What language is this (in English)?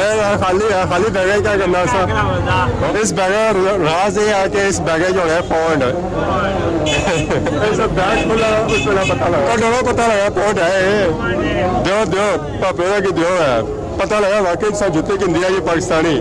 Pahari-Potwari